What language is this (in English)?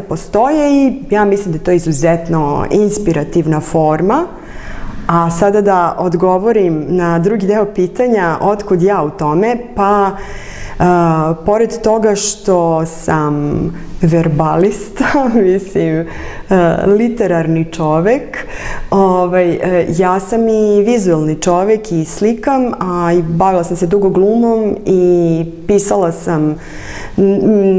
Serbian